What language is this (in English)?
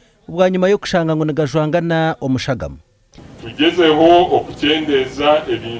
Nyankole